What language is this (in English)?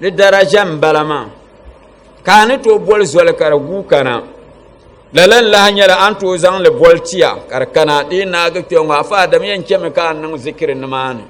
Dagbani